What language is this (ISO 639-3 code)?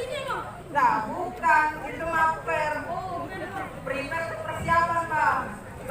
bew